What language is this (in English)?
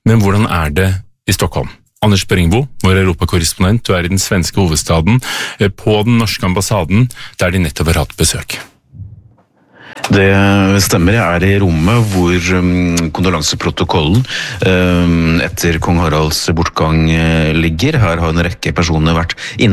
Norwegian